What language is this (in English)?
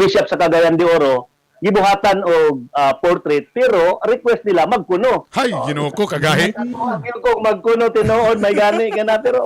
Cebuano